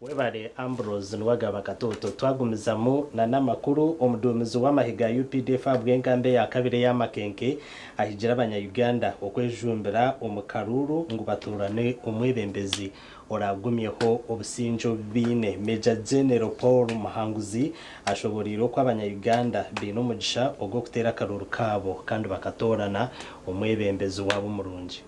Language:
Nyankole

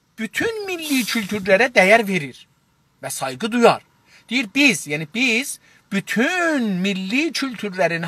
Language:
South Azerbaijani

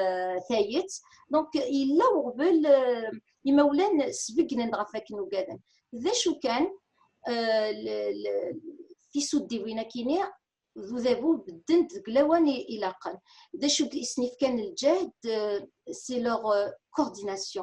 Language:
Kabyle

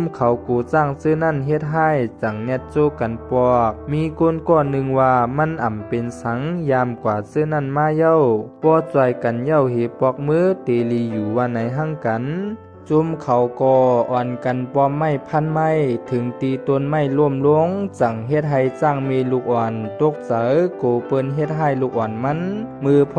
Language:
Shan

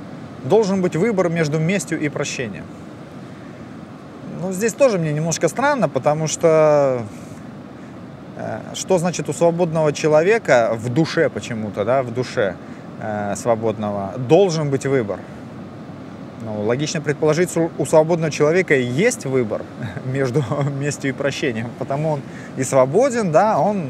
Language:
Russian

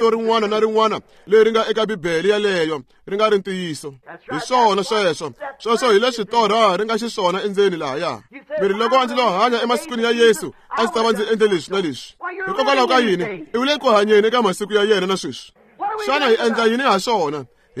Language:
Tsonga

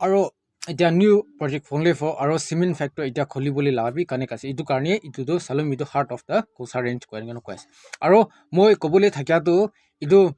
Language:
Naga Pidgin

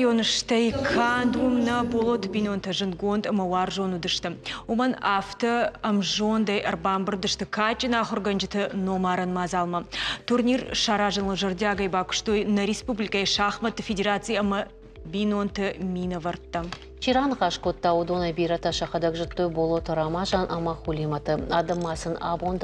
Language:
Ossetic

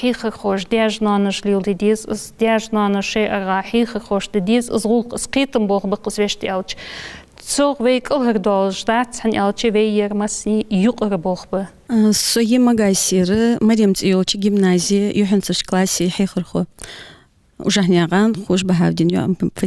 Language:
Ingush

